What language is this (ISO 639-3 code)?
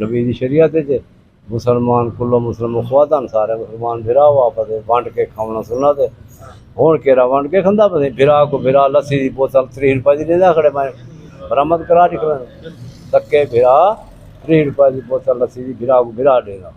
skr